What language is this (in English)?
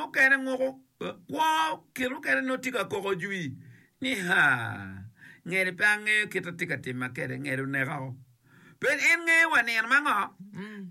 Acoli